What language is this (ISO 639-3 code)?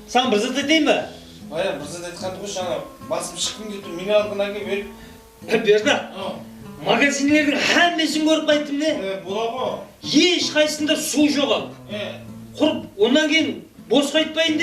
kaa